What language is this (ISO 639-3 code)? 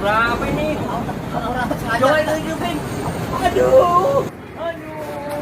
bew